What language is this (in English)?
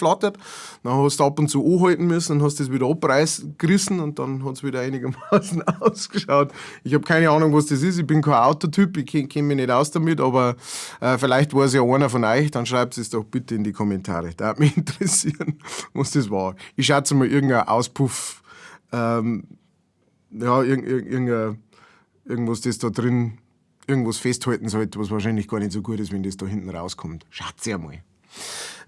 Bavarian